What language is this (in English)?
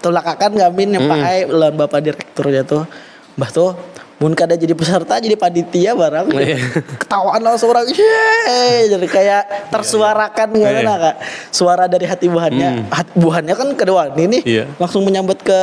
Banjar